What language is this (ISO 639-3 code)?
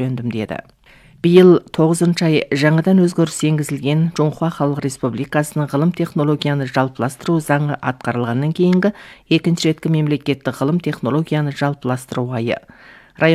kaz